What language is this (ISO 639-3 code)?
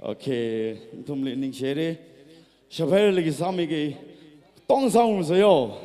nmf